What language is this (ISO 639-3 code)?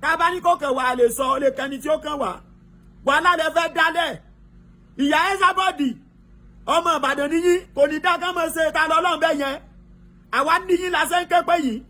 yor